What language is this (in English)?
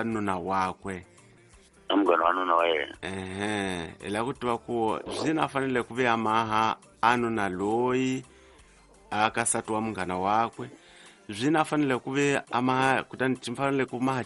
Tsonga